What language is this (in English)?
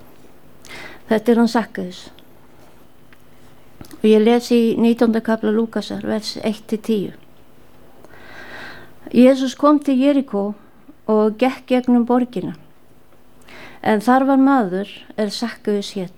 Icelandic